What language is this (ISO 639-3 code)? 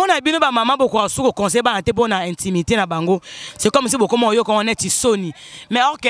lin